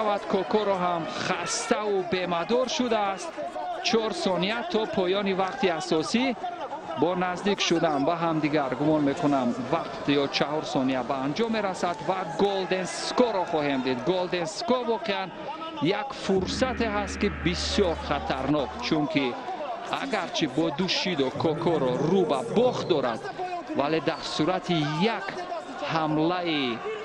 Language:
Tajik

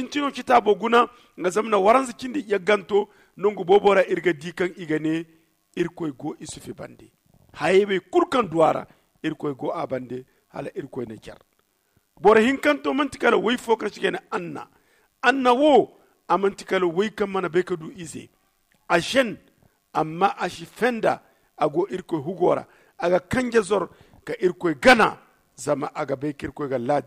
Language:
Zarma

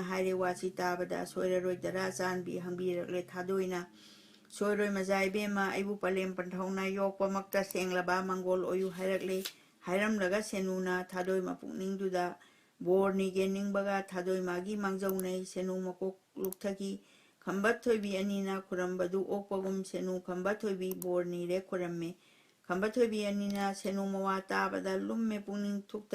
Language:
Manipuri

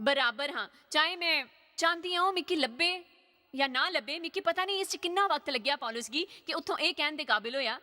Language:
Dogri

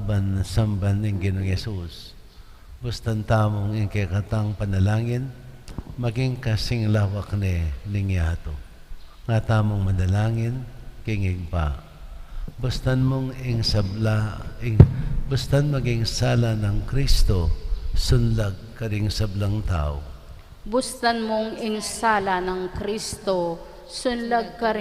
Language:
Pampanga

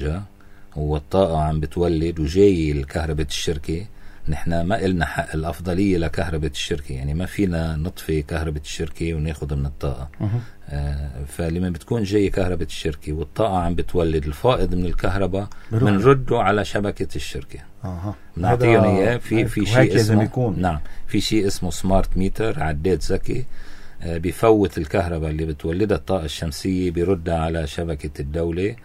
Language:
North Levantine Arabic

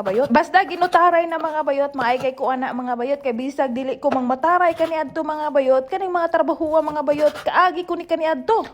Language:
Cebuano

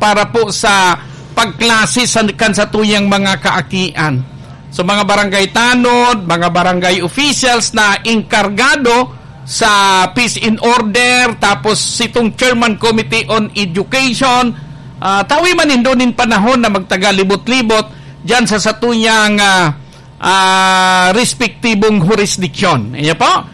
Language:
Bikol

